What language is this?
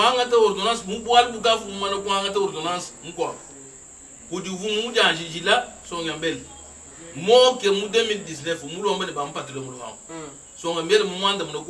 Luba-Lulua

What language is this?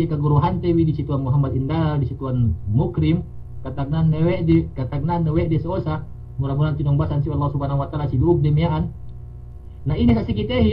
Yakan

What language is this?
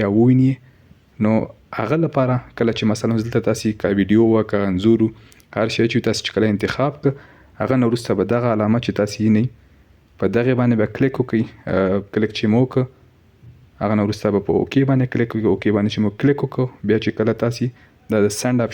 Pashto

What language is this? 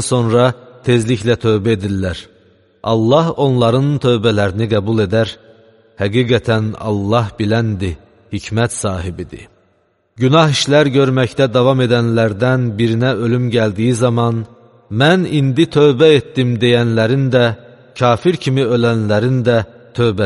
Azerbaijani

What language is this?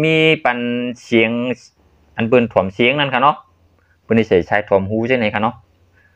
Shan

